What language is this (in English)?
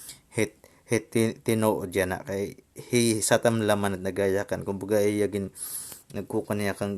Waray